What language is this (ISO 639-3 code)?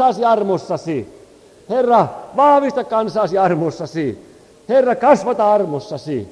fin